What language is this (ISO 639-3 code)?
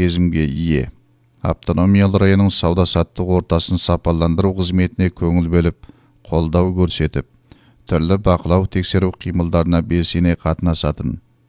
kaz